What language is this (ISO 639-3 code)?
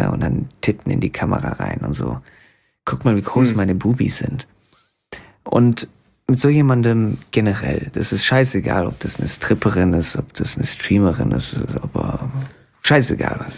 deu